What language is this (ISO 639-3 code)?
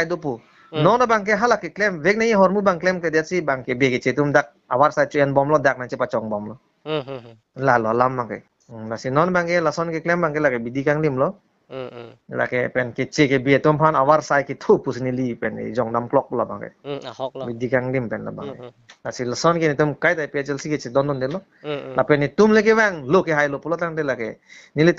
mjw